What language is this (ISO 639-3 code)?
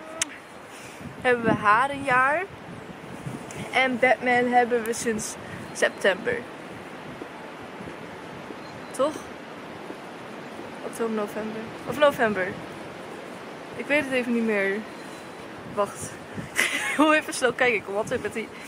nld